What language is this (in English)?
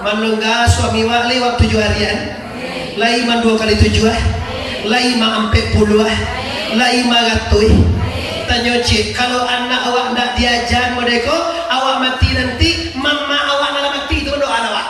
Minangkabau